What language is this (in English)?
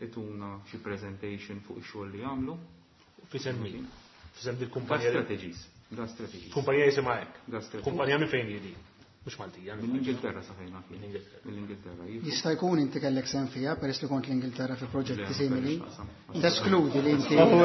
Maltese